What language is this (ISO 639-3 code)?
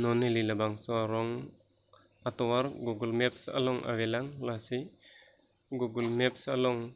mjw